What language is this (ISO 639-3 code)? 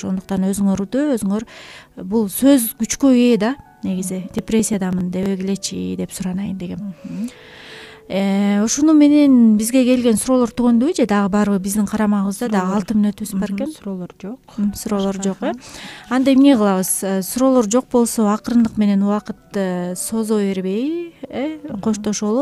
kir